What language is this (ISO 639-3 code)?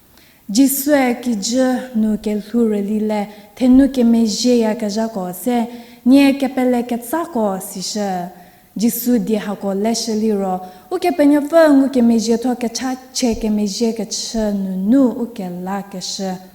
njm